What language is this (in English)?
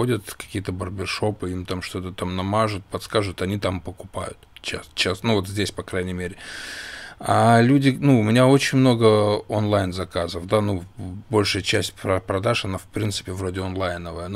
Russian